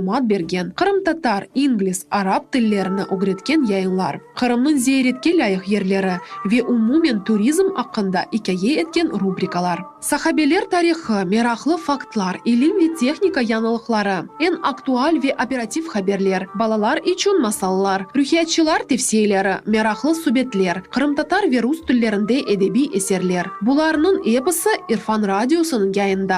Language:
Crimean Tatar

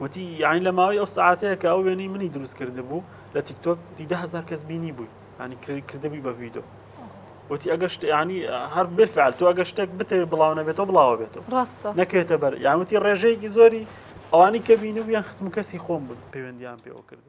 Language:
Central Kurdish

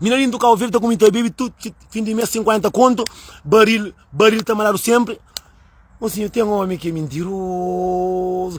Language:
Kabuverdianu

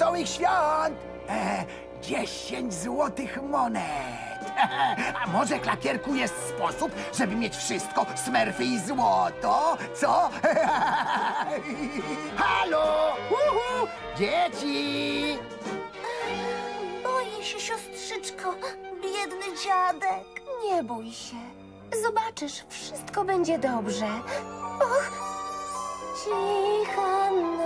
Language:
Polish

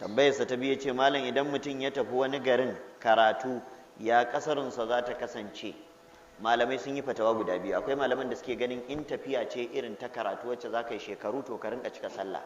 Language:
Hausa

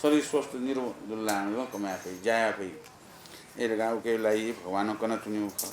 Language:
Newari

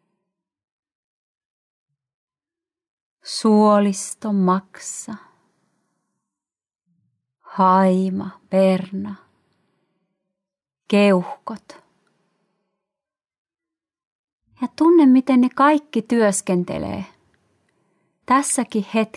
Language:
Finnish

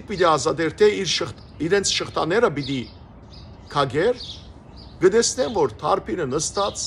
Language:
Western Armenian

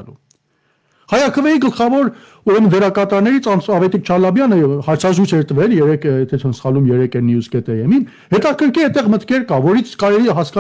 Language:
Armenian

